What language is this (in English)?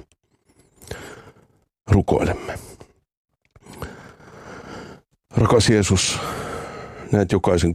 Finnish